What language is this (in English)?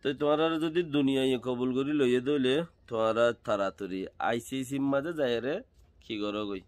Rohingya